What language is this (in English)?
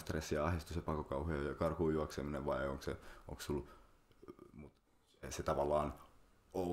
Finnish